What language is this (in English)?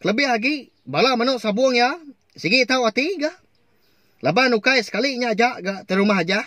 Iban